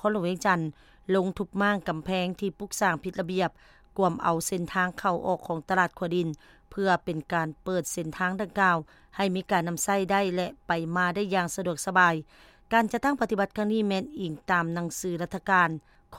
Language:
Lao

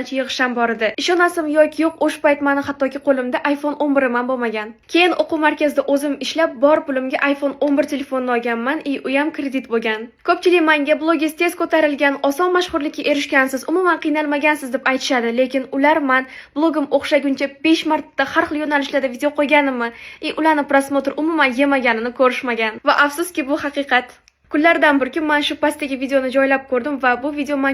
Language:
Uzbek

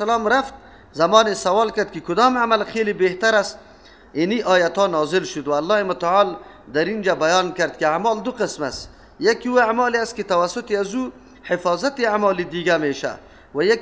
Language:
Persian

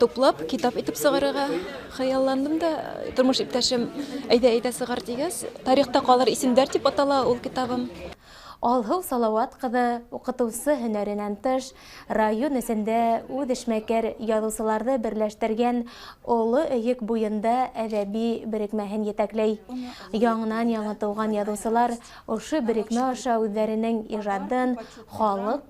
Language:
Bashkir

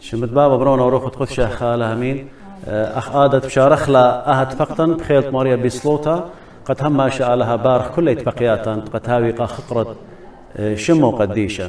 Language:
Assyrian Neo-Aramaic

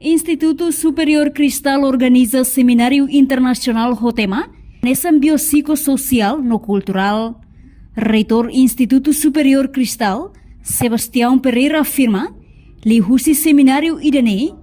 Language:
Tetum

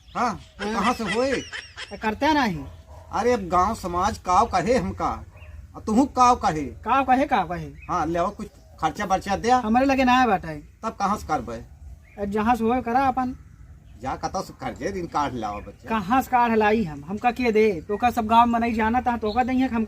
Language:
Awadhi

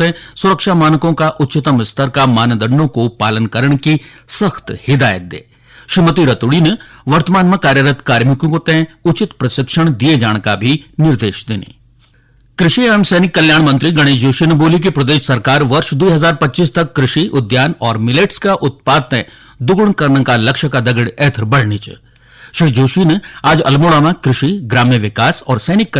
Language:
Garhwali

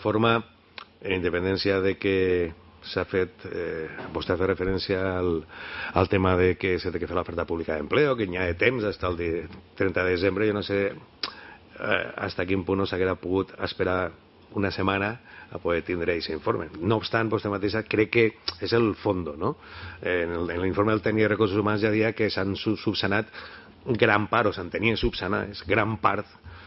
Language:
Catalan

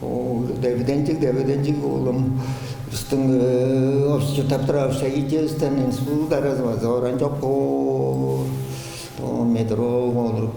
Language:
Tuvinian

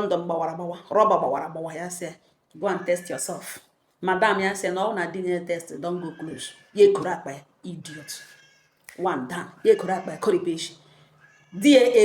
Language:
Igbo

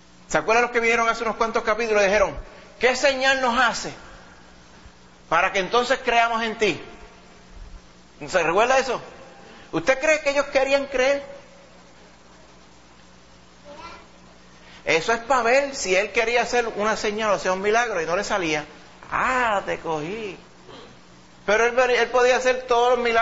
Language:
Spanish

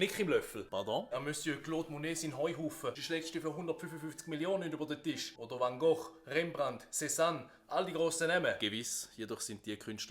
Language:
Swiss German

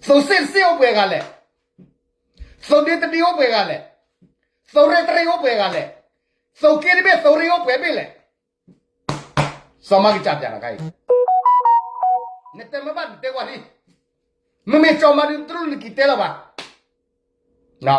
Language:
S'gaw Karen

